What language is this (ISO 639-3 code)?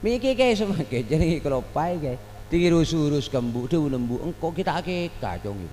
mad